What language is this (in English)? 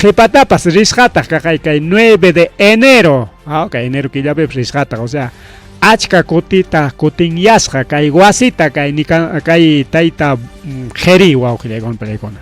Ayacucho Quechua